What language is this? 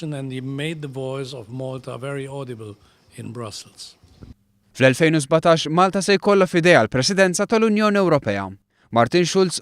Maltese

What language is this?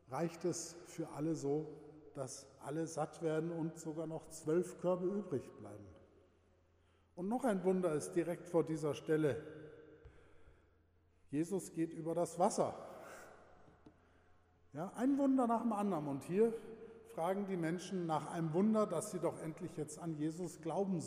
German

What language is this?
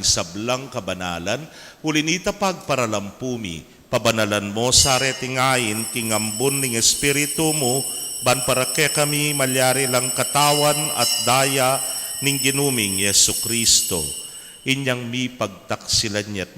Pampanga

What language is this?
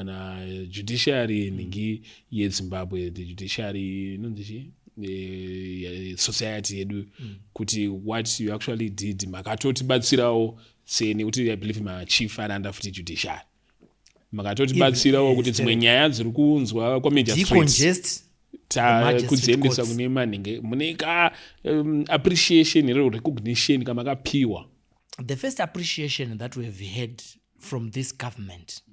Shona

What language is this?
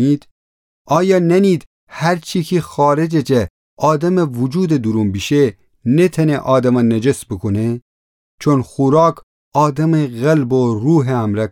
Gilaki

